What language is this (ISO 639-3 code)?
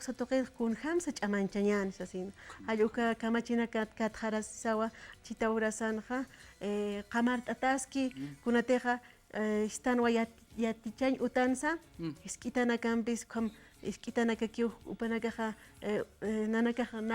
aym